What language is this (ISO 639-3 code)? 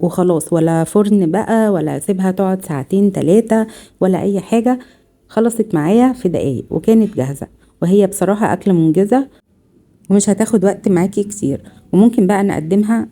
arz